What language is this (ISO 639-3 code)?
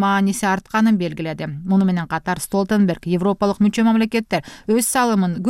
kir